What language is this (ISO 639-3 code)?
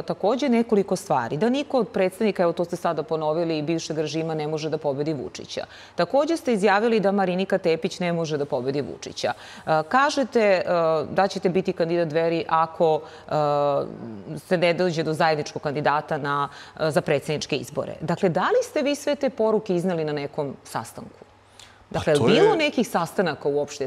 srp